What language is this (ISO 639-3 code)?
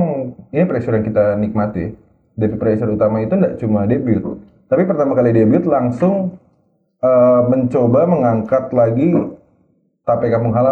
xmm